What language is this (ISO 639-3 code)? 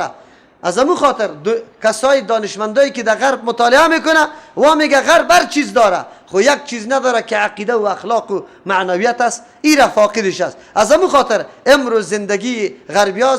fas